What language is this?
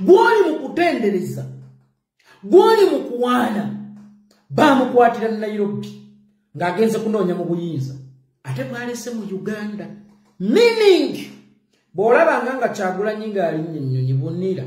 Ganda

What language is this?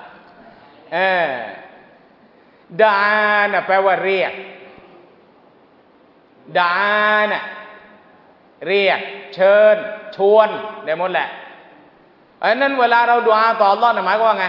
Thai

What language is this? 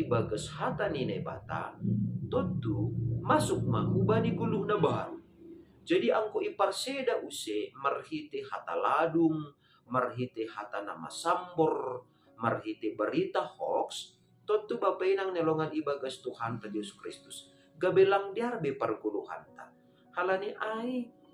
Batak Simalungun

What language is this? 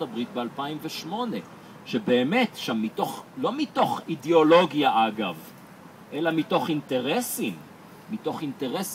Hebrew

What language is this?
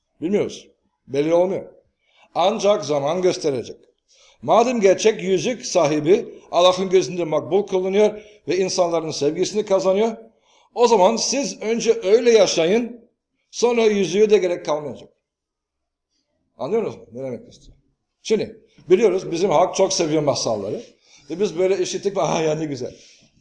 Turkish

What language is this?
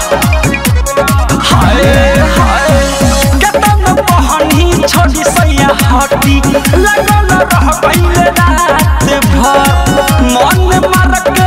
Bhojpuri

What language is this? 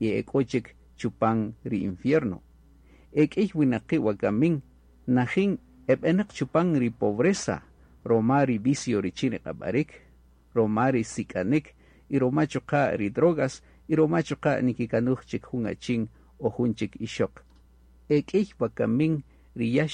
Kaqchikel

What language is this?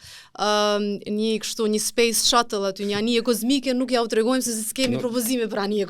Albanian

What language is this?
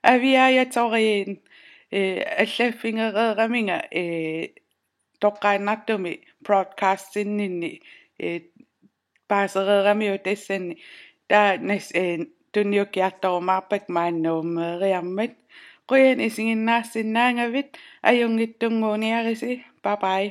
Kalaallisut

